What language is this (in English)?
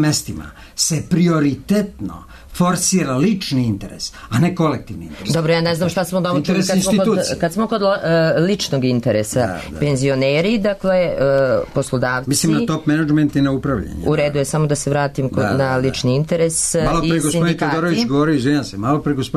Serbian